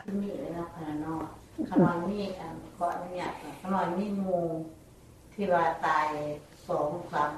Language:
Northeastern Thai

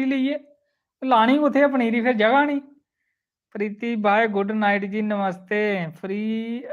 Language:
Dogri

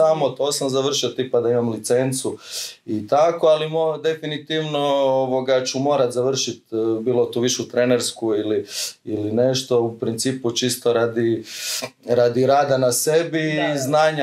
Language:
Croatian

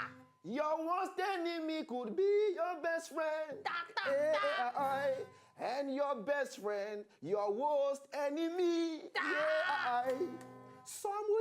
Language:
Nigerian Pidgin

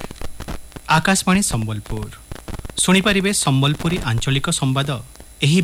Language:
Odia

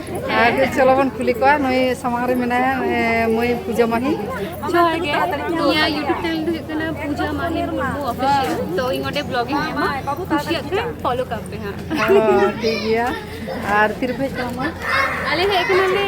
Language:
Santali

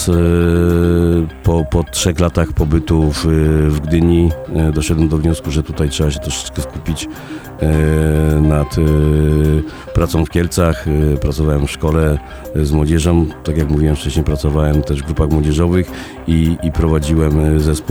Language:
Polish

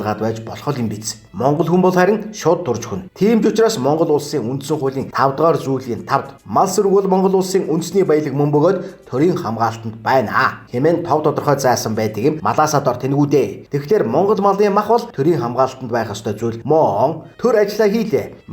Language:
Mongolian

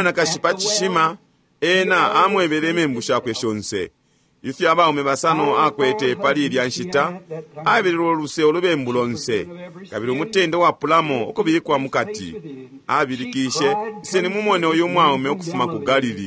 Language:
Bemba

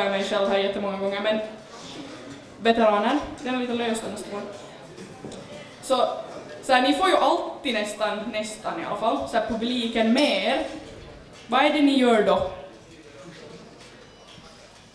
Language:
Swedish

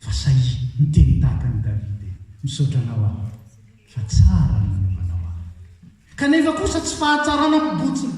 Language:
Malagasy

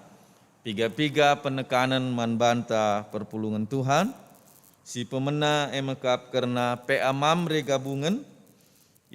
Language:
Batak Karo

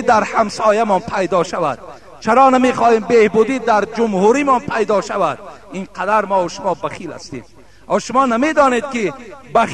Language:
Tajik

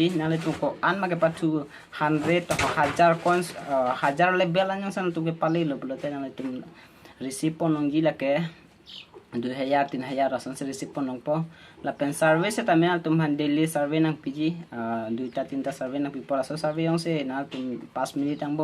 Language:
Karbi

